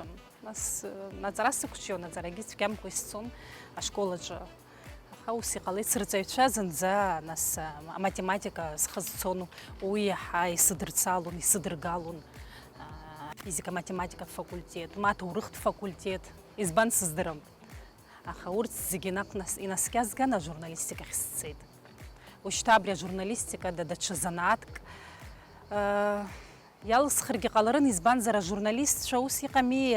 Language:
Abkhazian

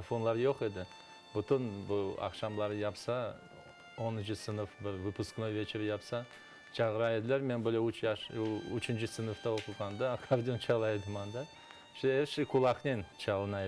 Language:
Crimean Tatar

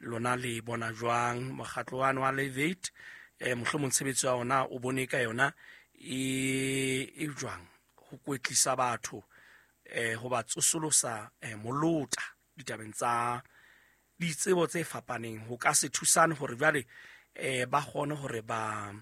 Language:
Southern Sotho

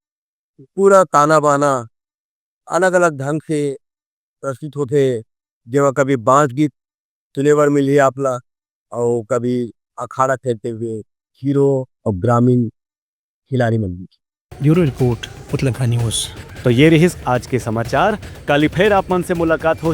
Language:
Chhattisgarhi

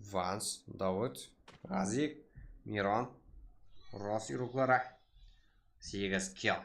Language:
Kara-Kalpak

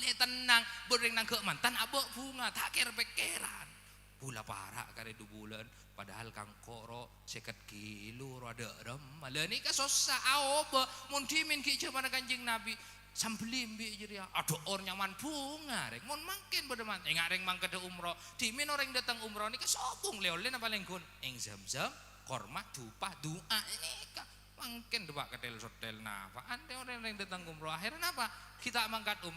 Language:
Madurese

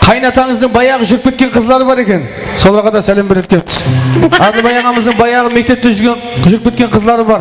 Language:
Kara-Kalpak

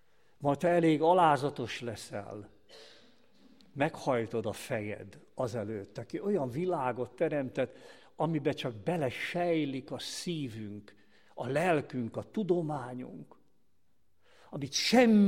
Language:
Hungarian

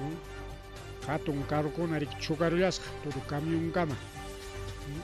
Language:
Ayacucho Quechua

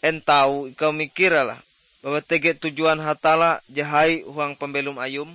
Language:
Ngaju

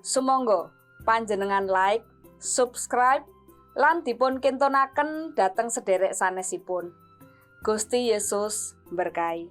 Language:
Javanese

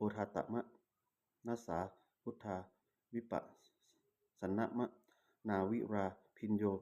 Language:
Pali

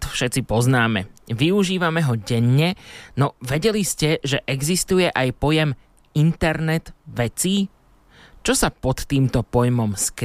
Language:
Slovak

